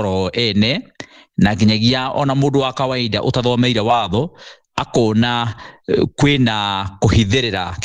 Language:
Kikuyu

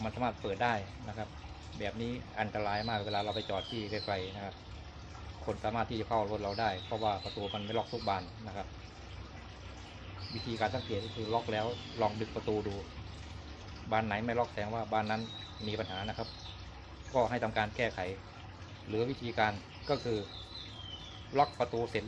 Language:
Thai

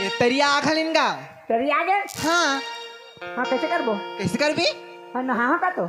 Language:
Chhattisgarhi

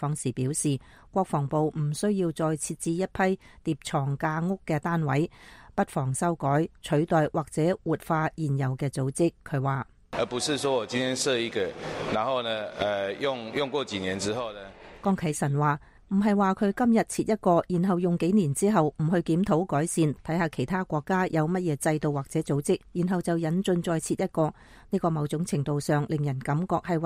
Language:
Cantonese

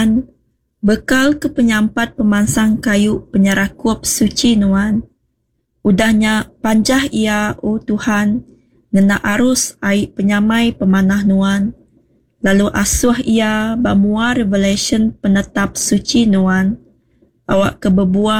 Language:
Iban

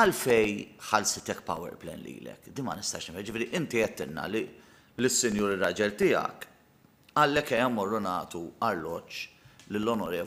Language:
Maltese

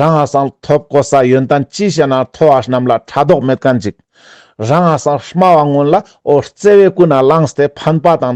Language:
Ladakhi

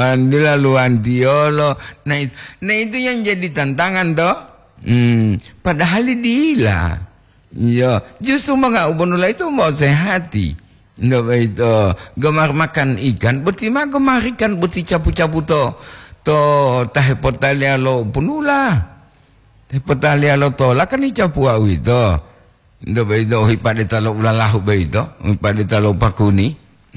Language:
Gorontalo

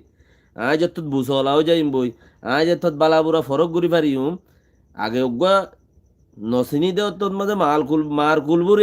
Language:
Rohingya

